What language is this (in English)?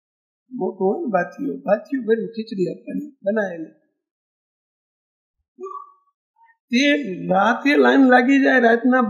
Gujarati